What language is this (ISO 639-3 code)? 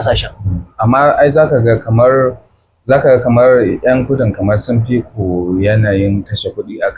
hau